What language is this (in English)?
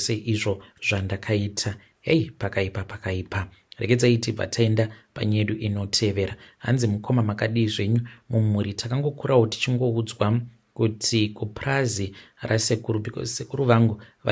Shona